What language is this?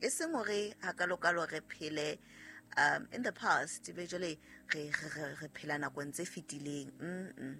Southern Sotho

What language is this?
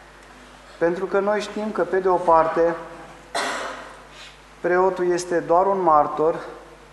Romanian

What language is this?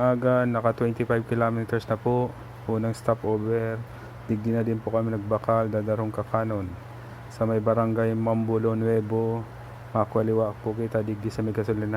Bikol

